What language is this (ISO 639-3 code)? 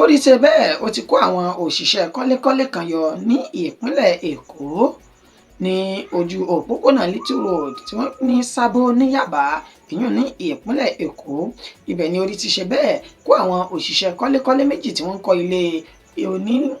yor